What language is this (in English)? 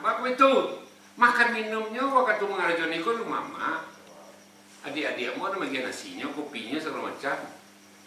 Minangkabau